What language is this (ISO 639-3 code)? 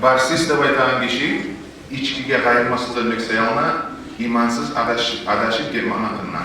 kum